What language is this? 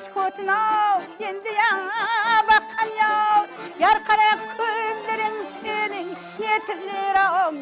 Kara-Kalpak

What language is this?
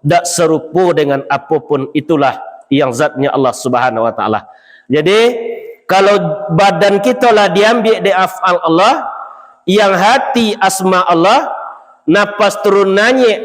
Minangkabau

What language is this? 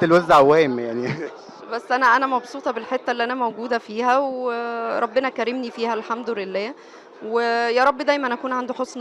Egyptian Arabic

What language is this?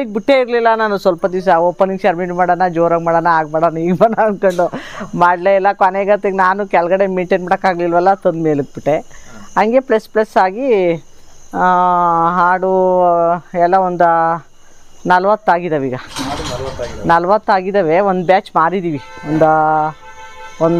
Kannada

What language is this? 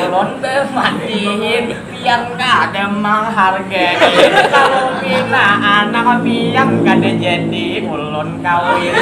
Banjar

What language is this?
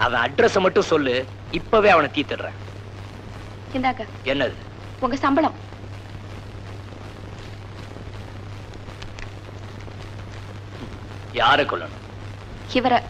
Tamil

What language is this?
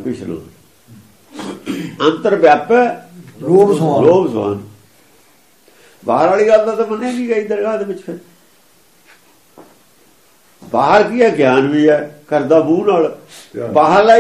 Punjabi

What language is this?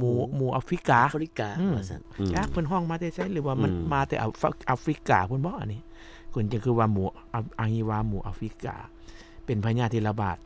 Lao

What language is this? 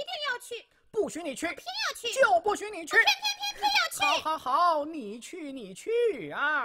Chinese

